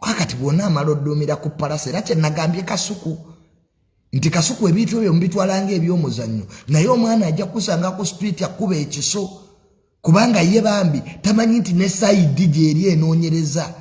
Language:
Ganda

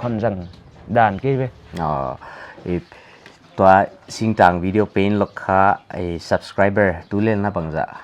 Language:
Paite Chin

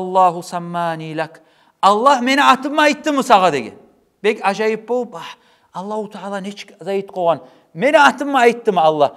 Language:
Kumyk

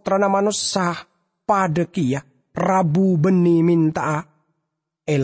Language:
Madurese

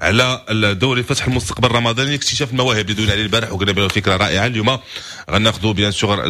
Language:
Moroccan Arabic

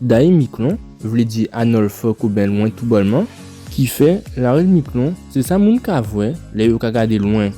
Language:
Guadeloupean Creole French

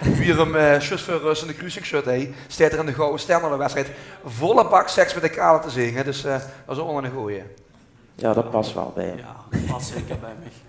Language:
Limburgish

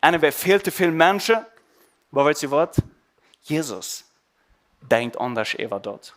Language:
Plautdietsch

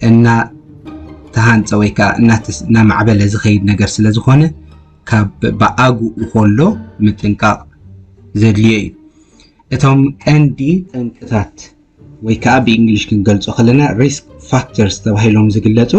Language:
Tigrinya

